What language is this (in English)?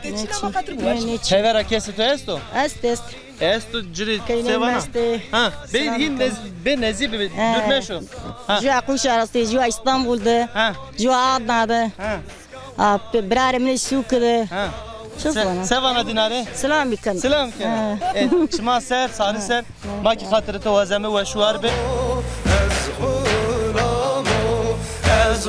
Zaza